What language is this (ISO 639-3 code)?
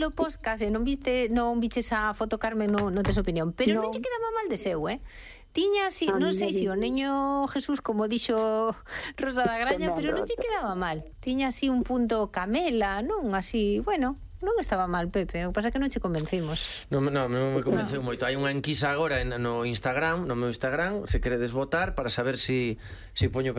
glg